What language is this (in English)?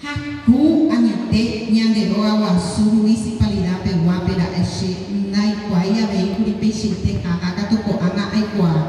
Guarani